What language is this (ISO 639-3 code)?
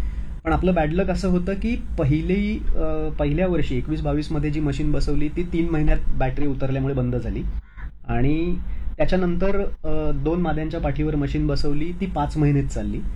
mar